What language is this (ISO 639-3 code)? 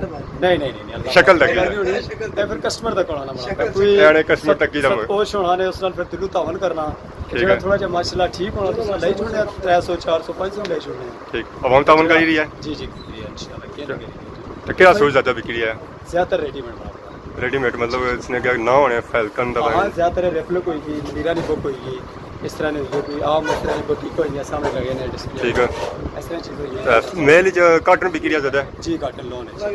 phr